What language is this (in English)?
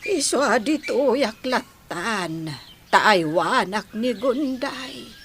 Iloko